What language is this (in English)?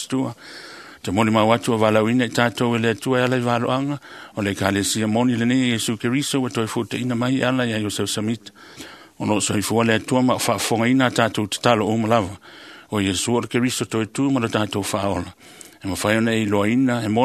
Samoan